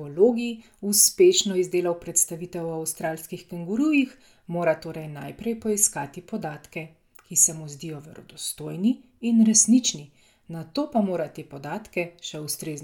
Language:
Slovenian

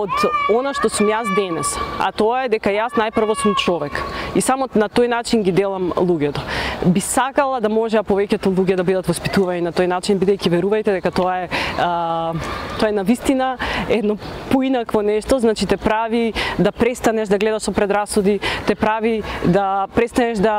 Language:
Macedonian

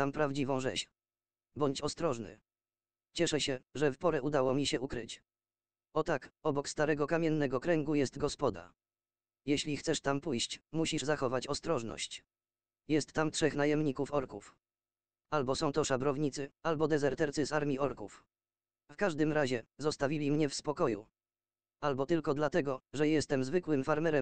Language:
Polish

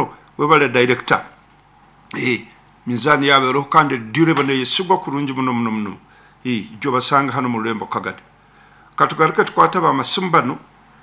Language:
Nyoro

